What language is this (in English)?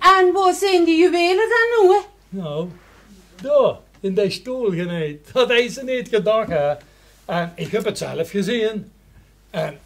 Limburgish